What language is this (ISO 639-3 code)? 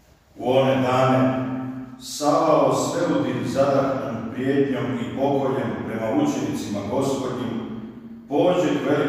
hrv